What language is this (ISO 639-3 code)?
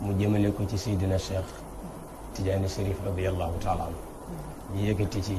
wol